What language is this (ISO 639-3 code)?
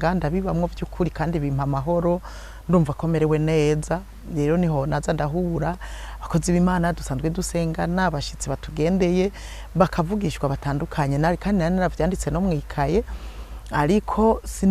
run